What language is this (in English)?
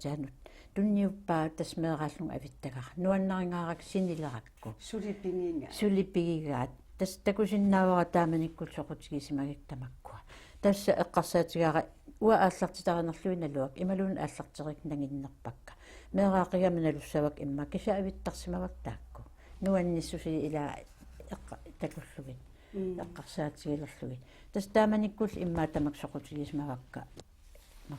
Kalaallisut